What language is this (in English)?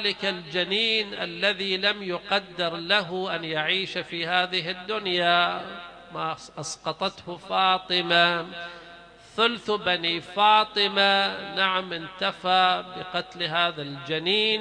Arabic